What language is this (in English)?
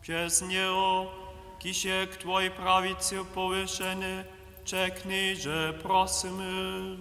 Upper Sorbian